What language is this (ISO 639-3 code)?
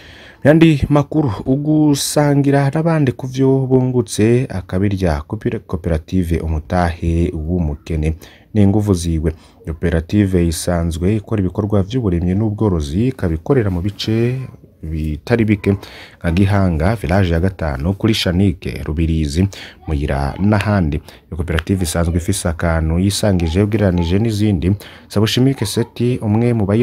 run